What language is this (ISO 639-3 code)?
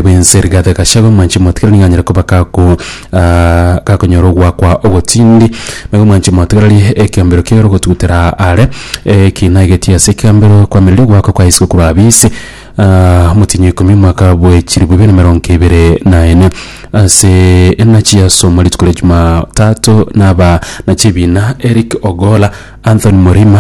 guz